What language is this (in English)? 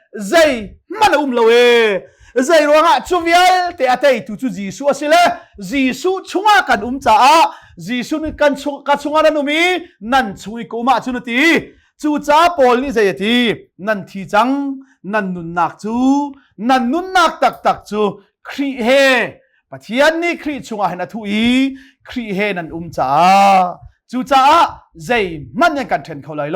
Hakha Chin